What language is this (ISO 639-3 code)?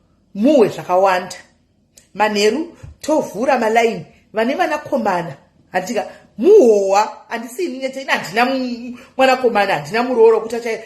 sna